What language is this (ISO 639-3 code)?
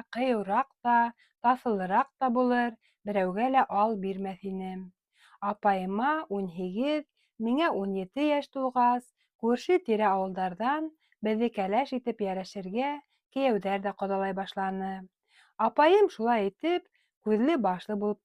bak